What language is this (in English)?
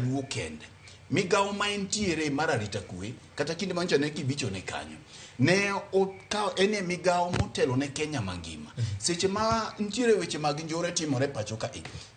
Luo (Kenya and Tanzania)